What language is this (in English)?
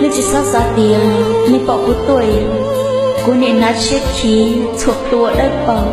Hmong